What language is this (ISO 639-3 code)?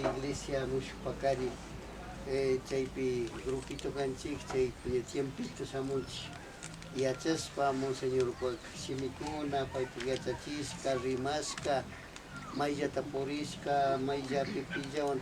qvi